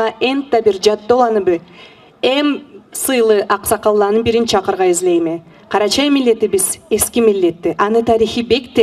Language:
Karachay-Balkar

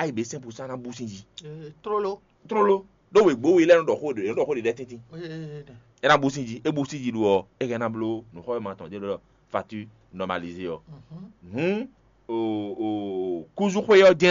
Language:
Fon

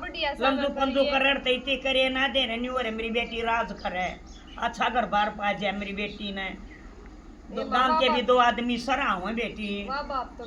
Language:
Haryanvi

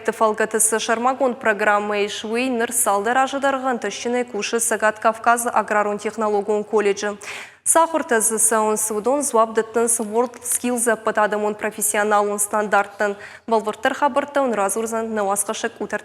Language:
Ossetic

